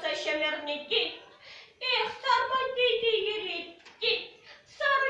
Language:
Chuvash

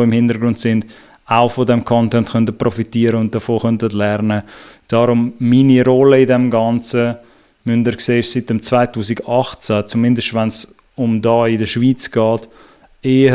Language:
Swiss German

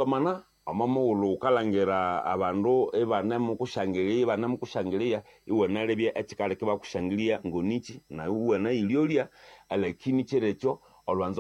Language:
Nande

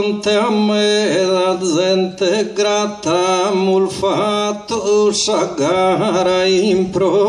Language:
Sardinian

